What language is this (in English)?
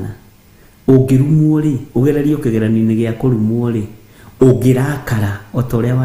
Kikuyu